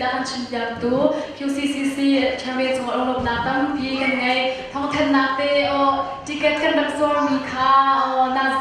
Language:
Hakha Chin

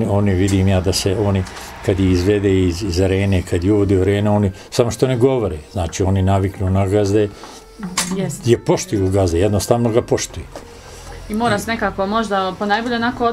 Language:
Bosnian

